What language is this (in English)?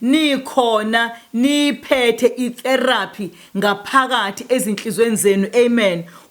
Zulu